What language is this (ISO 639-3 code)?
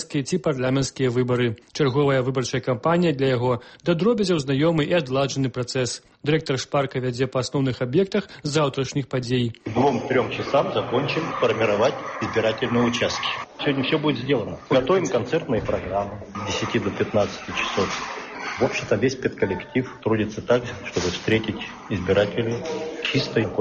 bel